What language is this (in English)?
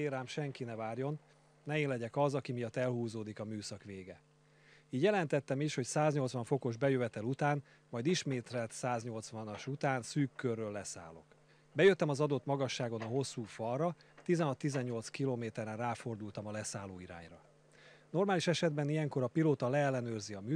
Hungarian